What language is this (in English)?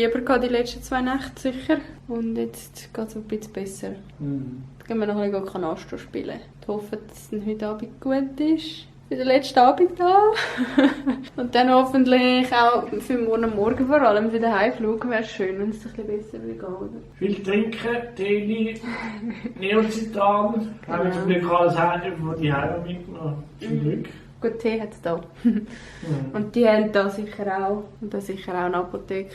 Swiss German